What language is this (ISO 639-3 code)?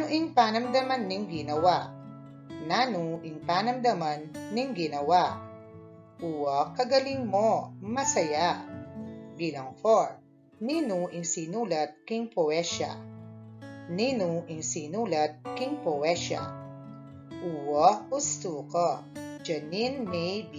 pam